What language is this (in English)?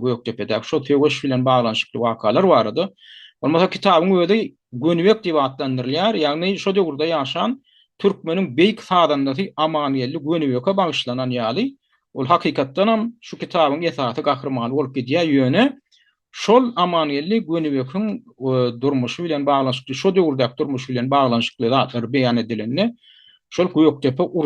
Turkmen